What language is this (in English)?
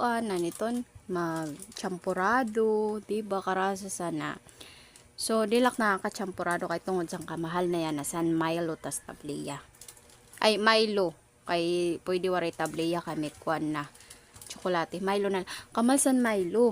Waray